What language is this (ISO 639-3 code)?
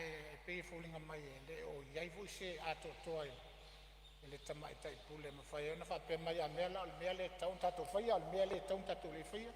smo